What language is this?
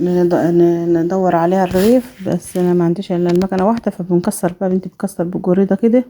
Egyptian Arabic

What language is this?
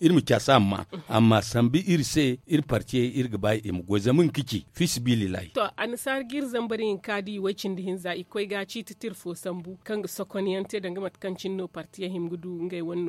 Zarma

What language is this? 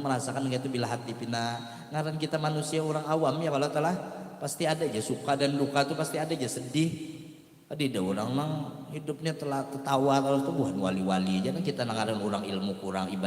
Banjar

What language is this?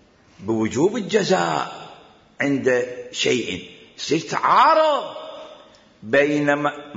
Mesopotamian Arabic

